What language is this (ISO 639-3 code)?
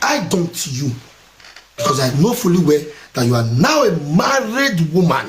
pcm